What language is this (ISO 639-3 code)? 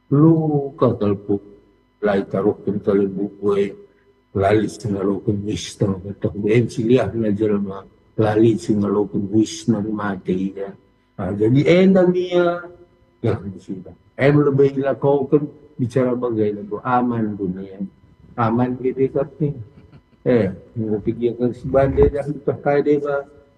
btx